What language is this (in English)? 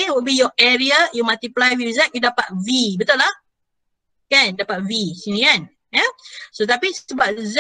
Malay